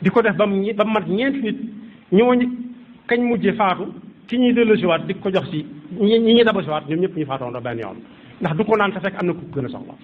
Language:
Wolof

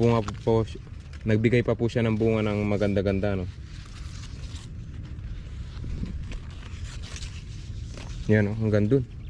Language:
Filipino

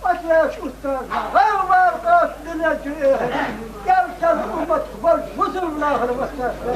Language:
Chechen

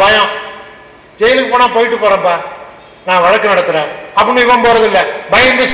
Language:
Tamil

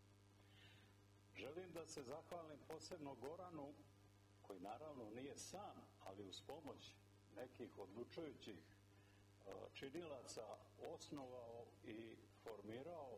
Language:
Serbian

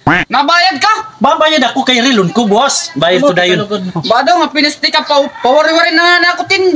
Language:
Waray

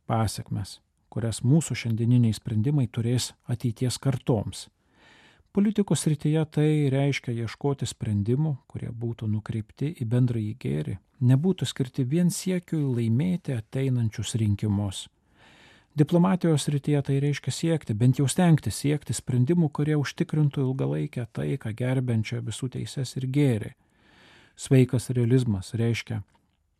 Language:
Lithuanian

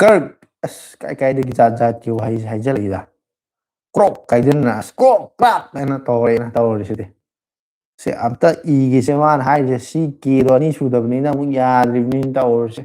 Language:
Manipuri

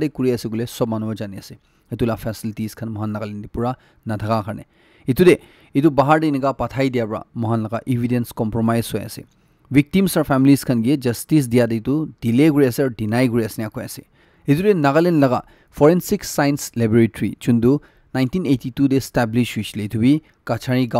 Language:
Naga Pidgin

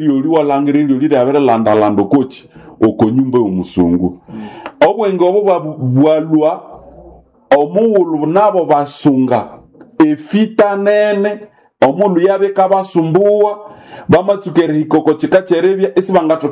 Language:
Nande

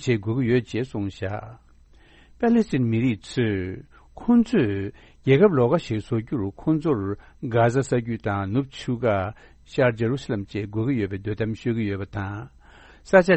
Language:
Tibetan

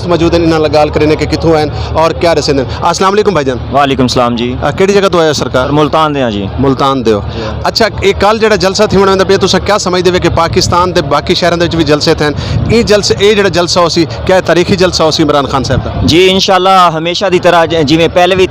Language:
Saraiki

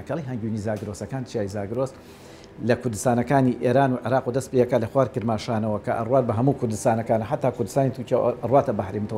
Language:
Central Kurdish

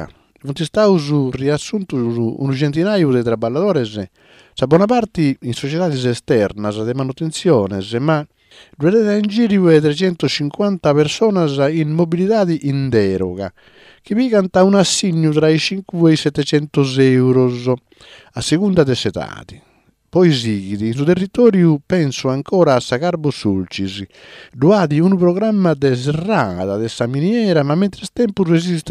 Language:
Sardinian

